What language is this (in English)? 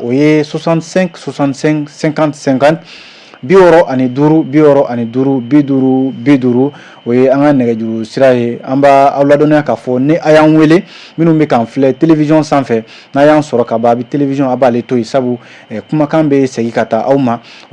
Bambara